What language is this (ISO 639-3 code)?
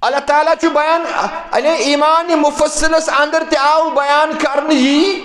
kas